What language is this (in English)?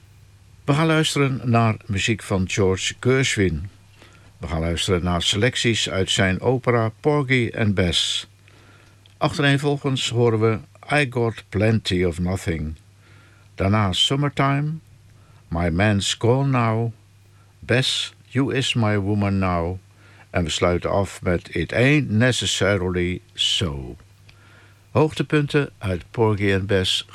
Dutch